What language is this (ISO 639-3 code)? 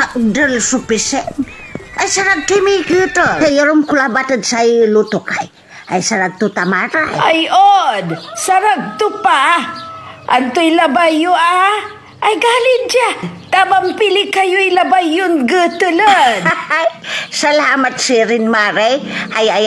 pag